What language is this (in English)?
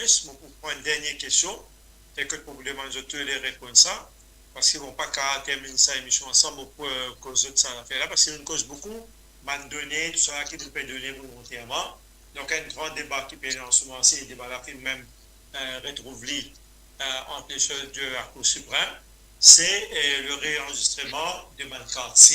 Morisyen